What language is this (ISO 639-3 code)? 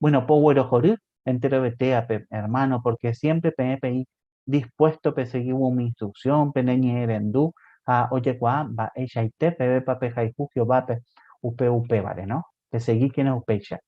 grn